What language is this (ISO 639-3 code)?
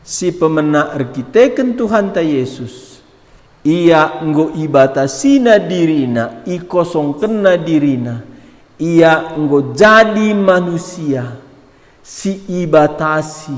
btx